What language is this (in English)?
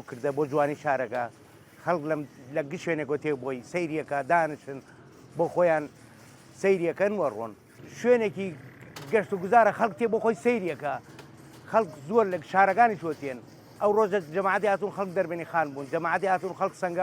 Central Kurdish